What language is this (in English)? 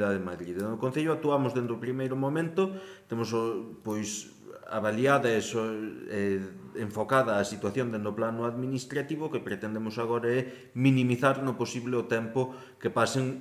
Galician